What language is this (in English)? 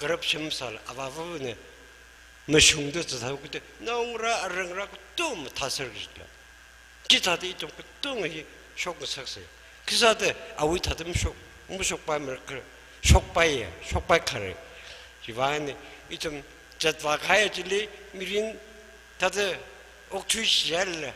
Tangkhul Naga (India)